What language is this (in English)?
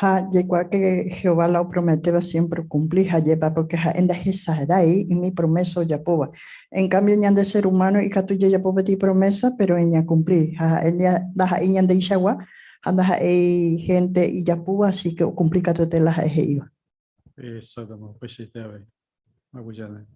Guarani